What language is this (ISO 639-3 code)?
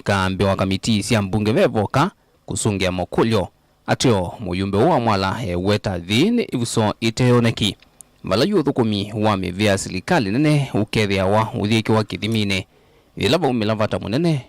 kam